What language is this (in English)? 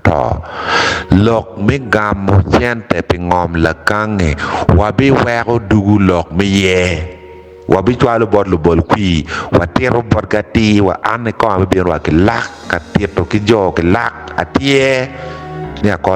Acoli